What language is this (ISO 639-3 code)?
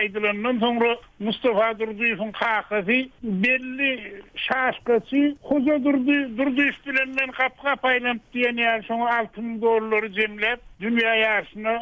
tuk